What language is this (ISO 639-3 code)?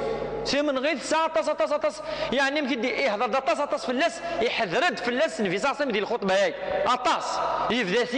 kab